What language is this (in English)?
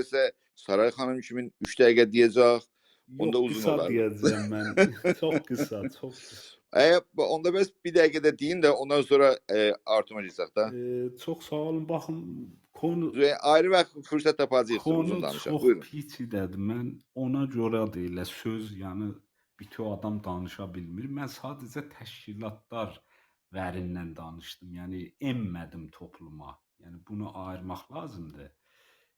South Azerbaijani